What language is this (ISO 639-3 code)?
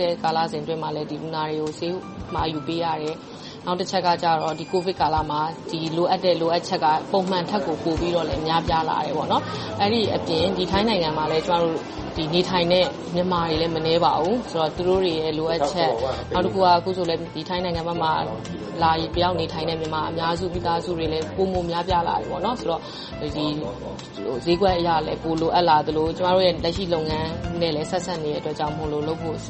mya